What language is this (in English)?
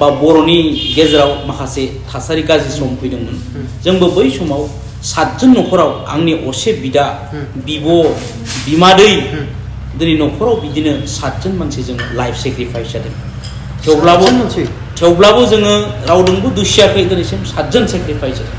Bodo